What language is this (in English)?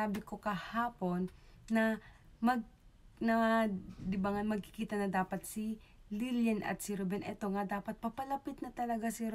Filipino